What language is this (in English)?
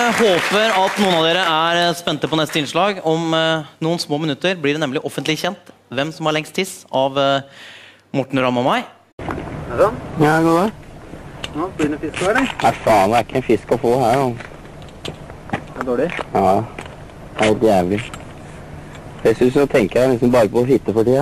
Norwegian